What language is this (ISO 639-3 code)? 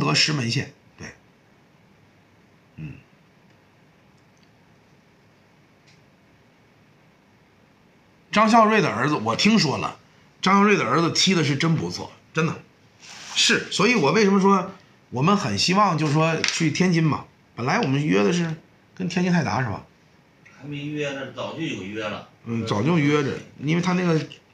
zho